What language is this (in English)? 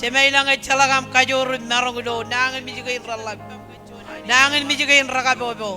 Marshallese